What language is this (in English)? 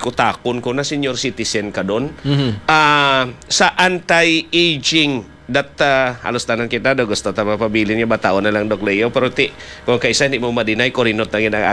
Hiligaynon